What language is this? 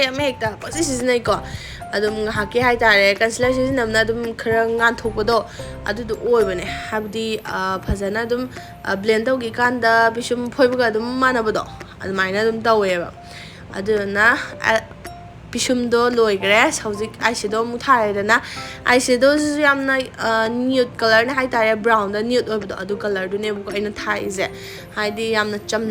Manipuri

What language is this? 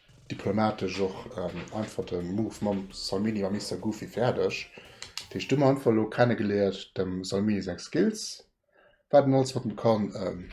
Luxembourgish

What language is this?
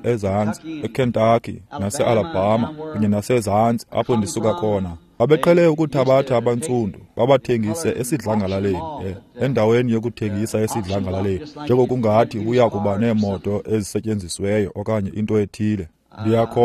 Xhosa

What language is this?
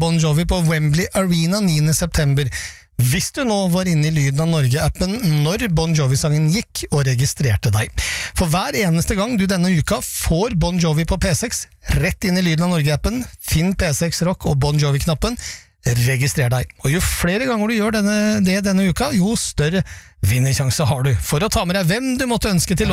Norwegian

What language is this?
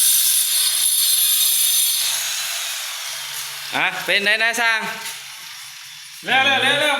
Lao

